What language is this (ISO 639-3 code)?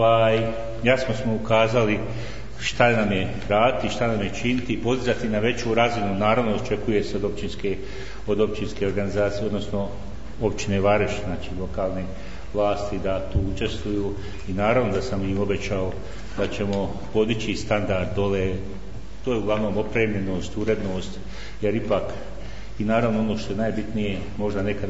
bos